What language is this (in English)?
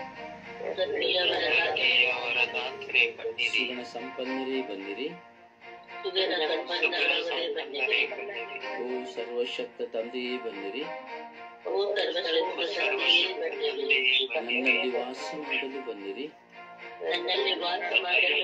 Kannada